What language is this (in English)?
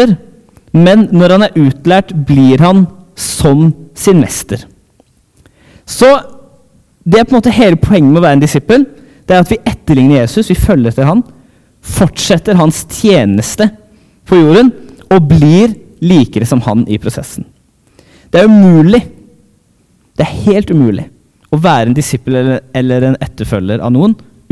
Norwegian